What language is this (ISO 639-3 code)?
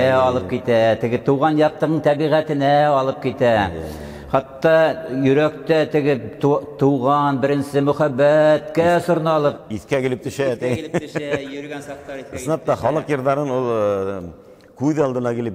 bak